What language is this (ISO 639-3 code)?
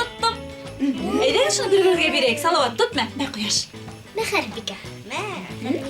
bak